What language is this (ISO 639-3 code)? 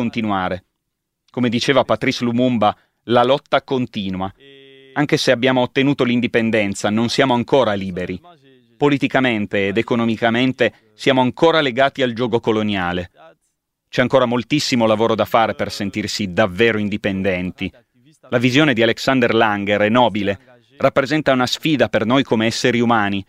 ita